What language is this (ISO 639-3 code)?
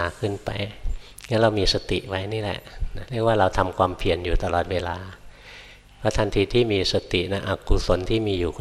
tha